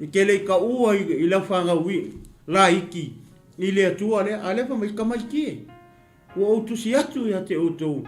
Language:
Samoan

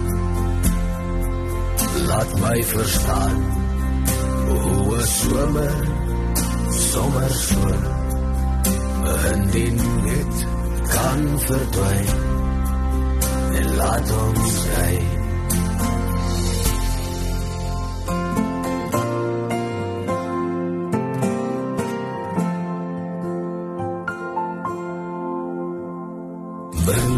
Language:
Afrikaans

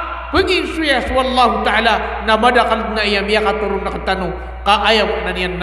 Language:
Maranao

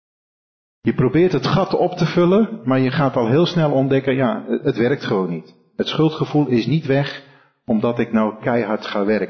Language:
Dutch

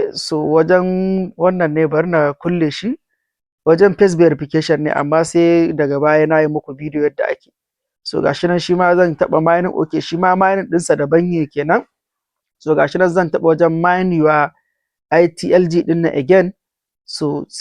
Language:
Hausa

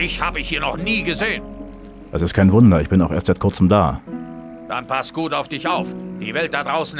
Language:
Bavarian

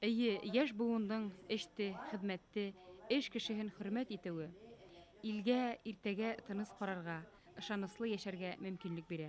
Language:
Bashkir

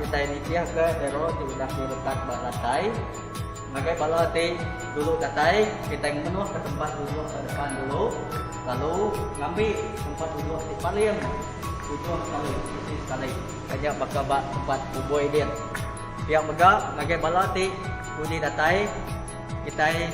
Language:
Iban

